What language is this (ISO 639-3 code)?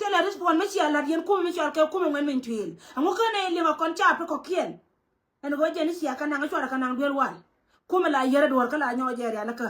nus